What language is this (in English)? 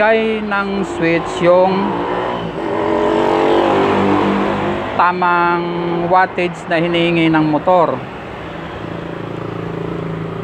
Filipino